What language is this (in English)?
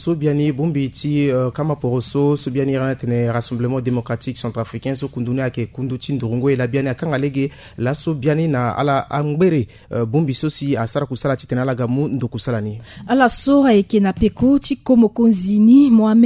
Sango